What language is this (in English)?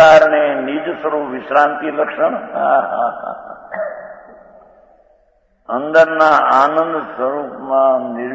Gujarati